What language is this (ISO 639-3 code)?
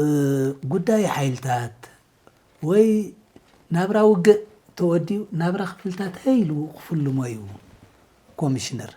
tir